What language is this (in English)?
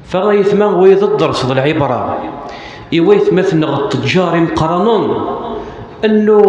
Kabyle